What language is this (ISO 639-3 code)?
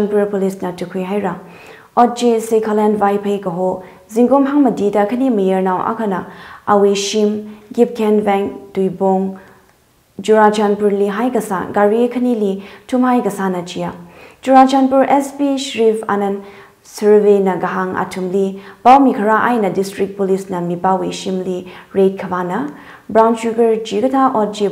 nmf